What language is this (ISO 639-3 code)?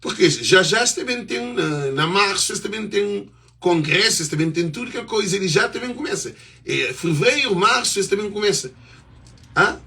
kea